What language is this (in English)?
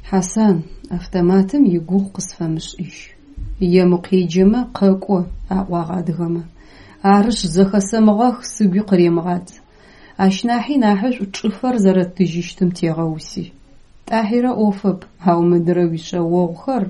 Adyghe